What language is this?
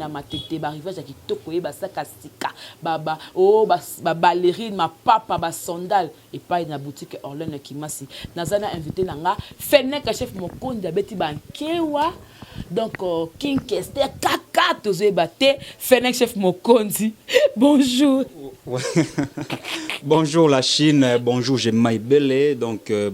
Lingala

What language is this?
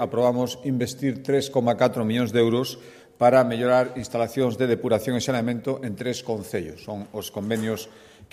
Galician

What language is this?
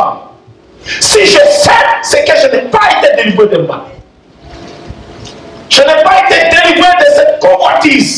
French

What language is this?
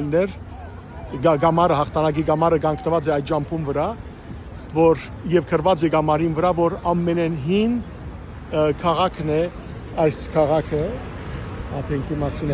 Western Armenian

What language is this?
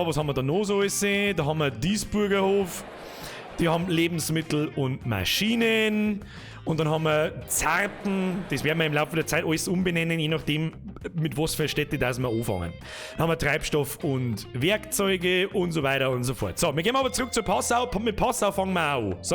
Bavarian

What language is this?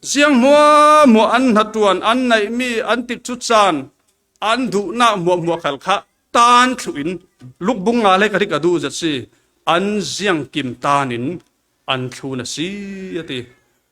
Falam Chin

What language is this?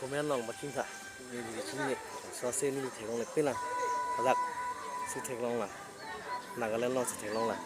Karbi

